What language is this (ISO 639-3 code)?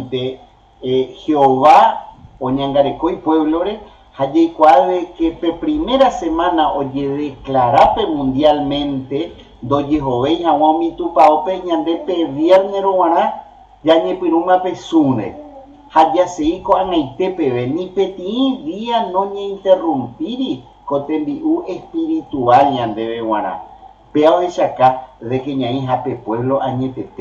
grn